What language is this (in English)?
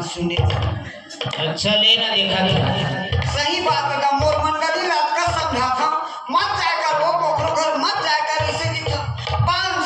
Chhattisgarhi